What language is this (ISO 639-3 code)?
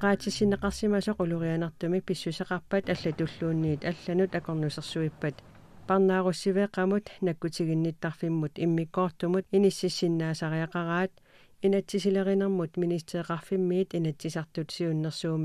kal